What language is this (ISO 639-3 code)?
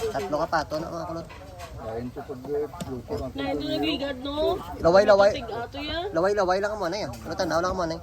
hil